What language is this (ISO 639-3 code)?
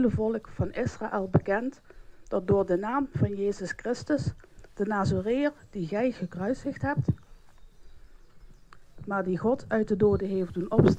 nld